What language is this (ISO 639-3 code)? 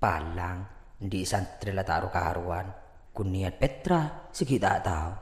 mad